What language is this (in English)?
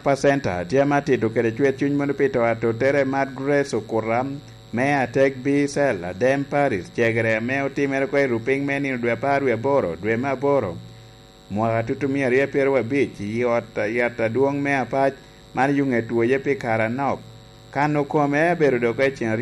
Lango (Uganda)